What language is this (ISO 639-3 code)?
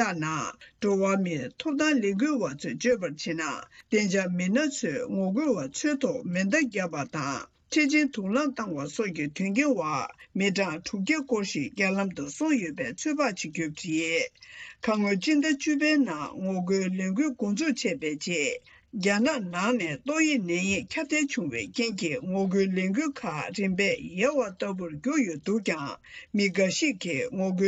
bod